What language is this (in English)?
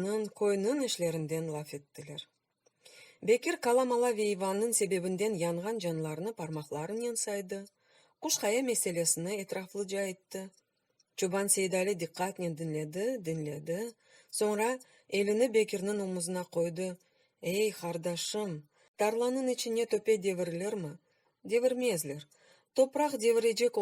Crimean Tatar